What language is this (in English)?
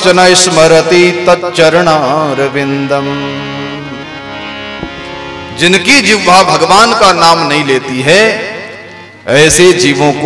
Hindi